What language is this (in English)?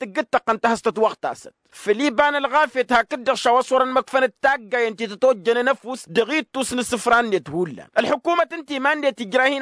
Tamasheq